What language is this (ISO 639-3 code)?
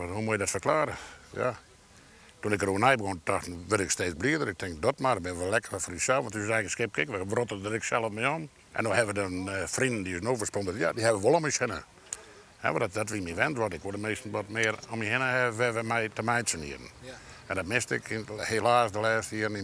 fry